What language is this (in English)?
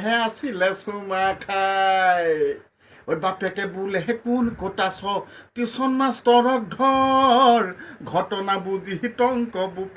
Assamese